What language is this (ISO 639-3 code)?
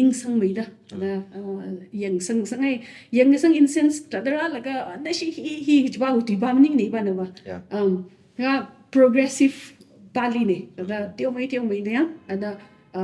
nmf